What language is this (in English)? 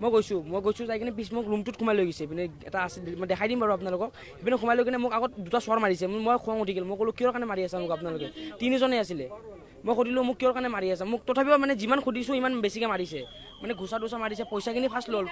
Assamese